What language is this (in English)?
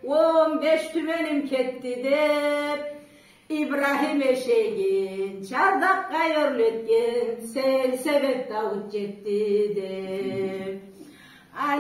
Karachay-Balkar